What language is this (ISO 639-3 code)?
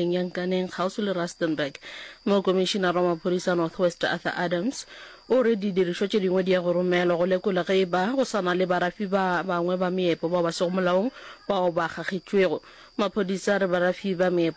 nso